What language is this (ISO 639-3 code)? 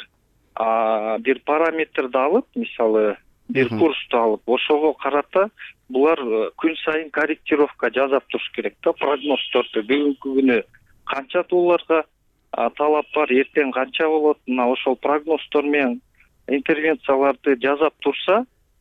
kir